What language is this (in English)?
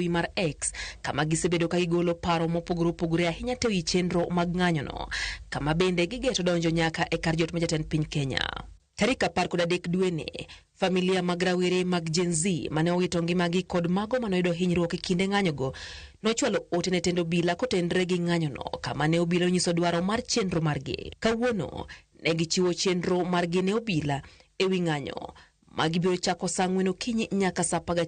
Luo (Kenya and Tanzania)